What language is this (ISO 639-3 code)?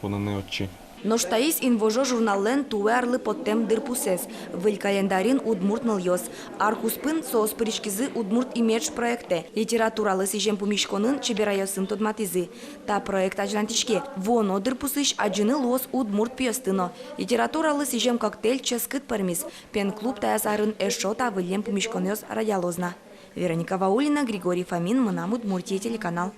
udm